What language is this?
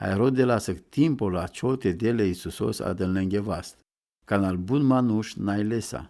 Romany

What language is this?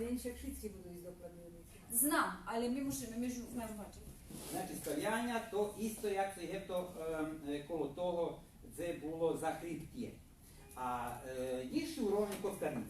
Rusyn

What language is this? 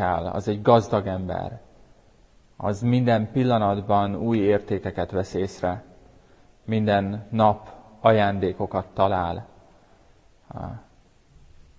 Hungarian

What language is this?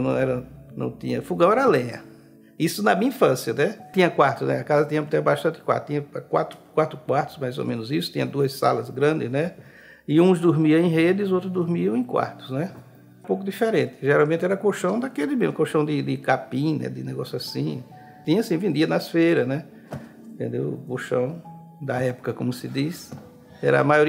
Portuguese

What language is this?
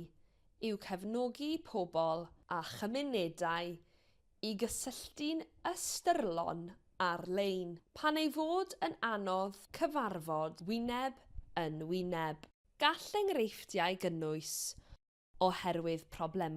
Welsh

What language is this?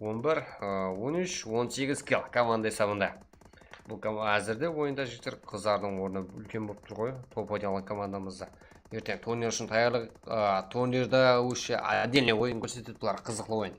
Kara-Kalpak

